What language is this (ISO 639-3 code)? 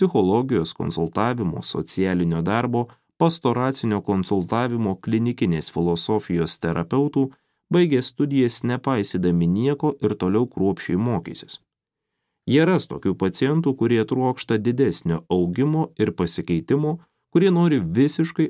lit